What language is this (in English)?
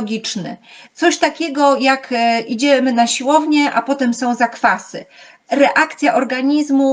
Polish